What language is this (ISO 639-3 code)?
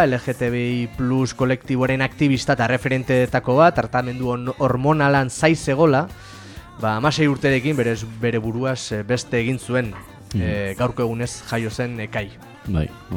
eus